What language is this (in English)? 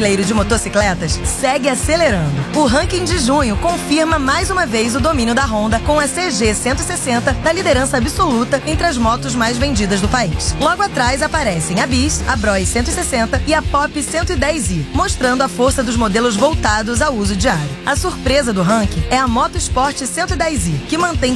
Portuguese